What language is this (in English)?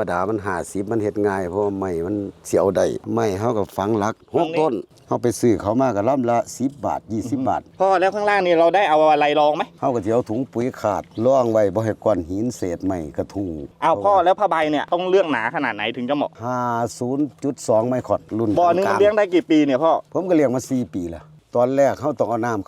Northeastern Thai